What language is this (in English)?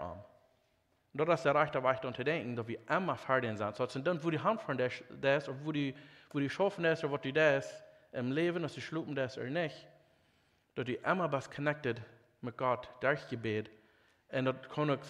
Plautdietsch